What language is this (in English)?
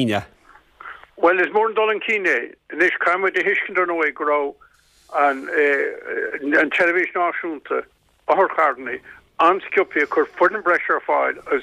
Irish